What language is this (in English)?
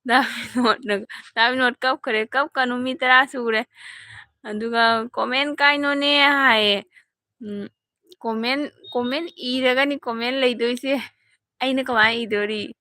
Manipuri